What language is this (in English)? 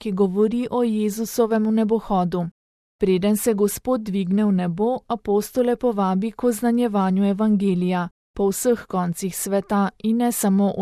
Slovenian